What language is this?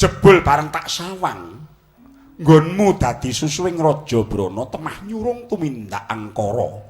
Javanese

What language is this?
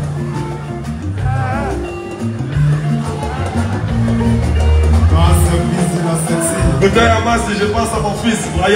French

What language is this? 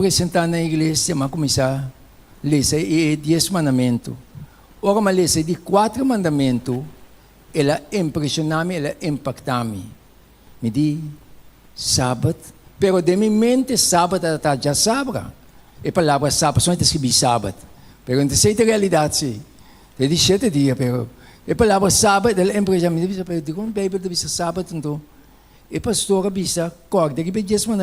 Papiamento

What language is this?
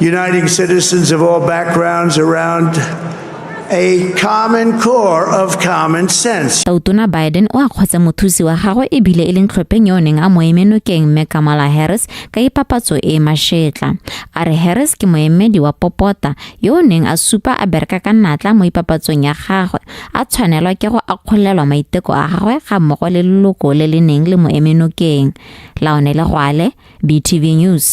Tswana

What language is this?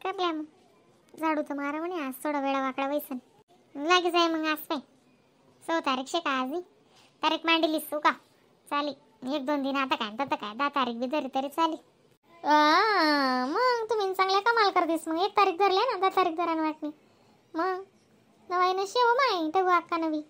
Khandesi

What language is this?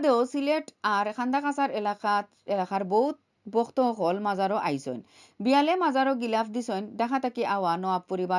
Sylheti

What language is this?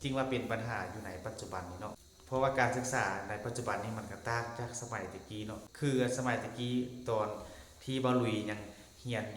Northeastern Thai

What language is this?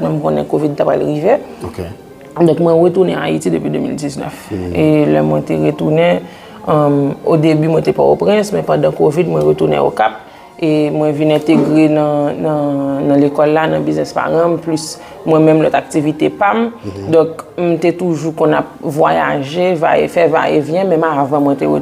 Haitian Creole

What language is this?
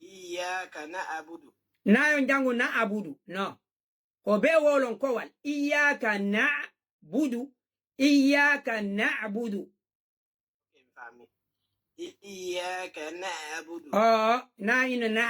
Fula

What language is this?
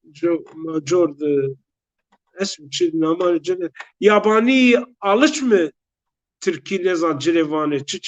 Zaza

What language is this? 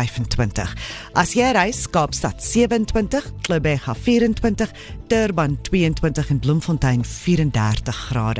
Afrikaans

